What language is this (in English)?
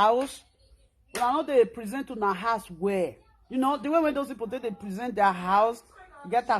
Nigerian Pidgin